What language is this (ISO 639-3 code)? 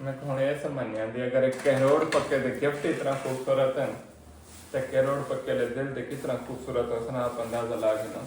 skr